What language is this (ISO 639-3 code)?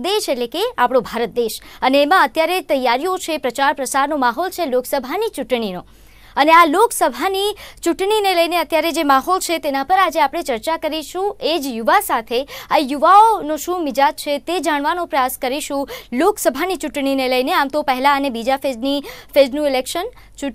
guj